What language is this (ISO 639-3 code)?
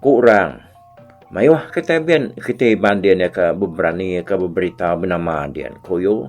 iba